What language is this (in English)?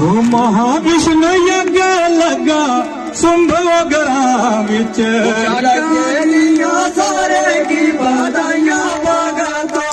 Dogri